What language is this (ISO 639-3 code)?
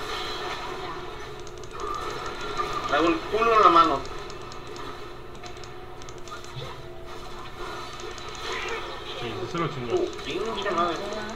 spa